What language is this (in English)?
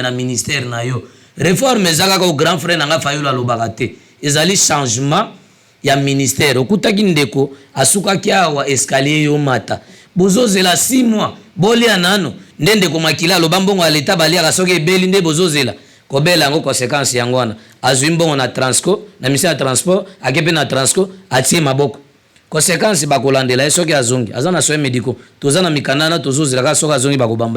Lingala